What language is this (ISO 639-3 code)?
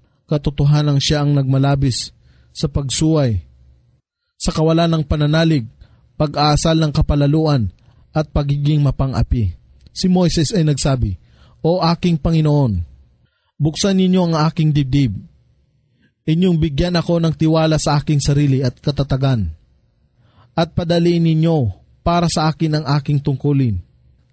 fil